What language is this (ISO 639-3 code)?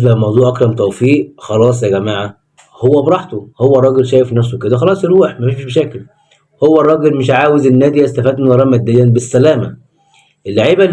arz